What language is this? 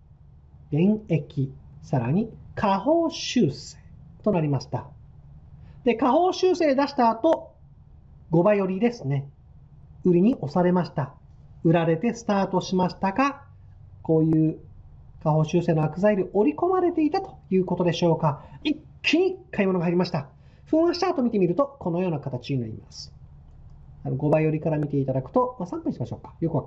Japanese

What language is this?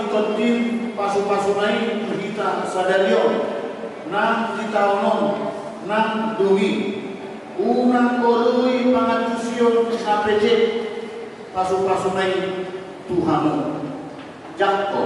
Batak Toba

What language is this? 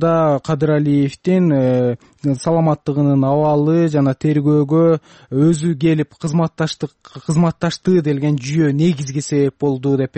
Kyrgyz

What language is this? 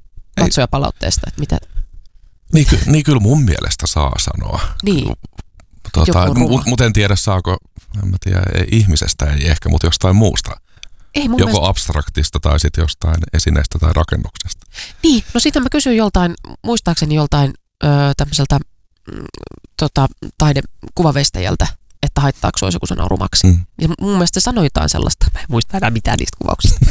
Finnish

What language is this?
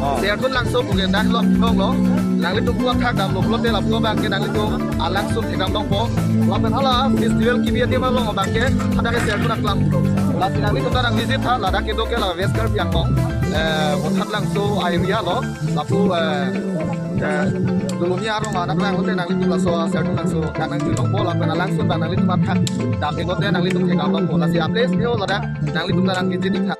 Karbi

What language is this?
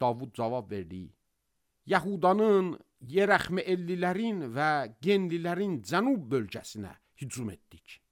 Azerbaijani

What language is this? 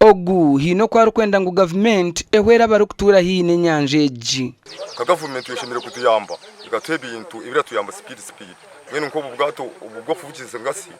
Nyankole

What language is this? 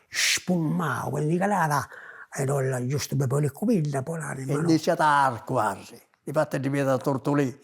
Sardinian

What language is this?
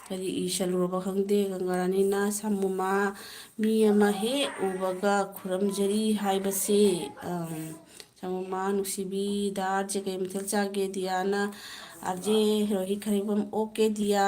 Manipuri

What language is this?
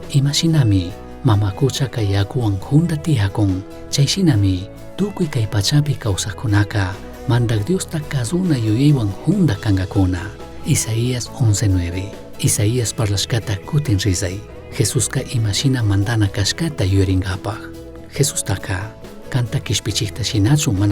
Chimborazo Highland Quichua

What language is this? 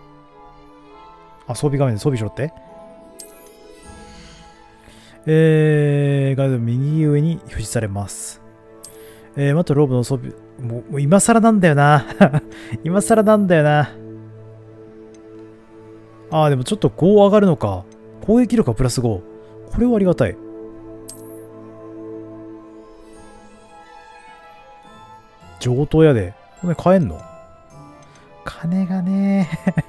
Japanese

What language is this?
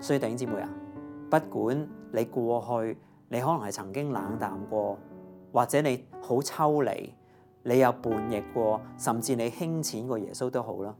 Cantonese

